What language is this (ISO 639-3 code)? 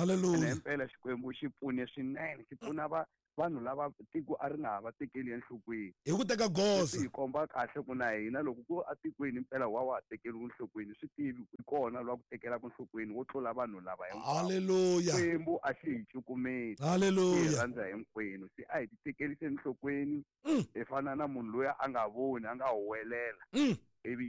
tso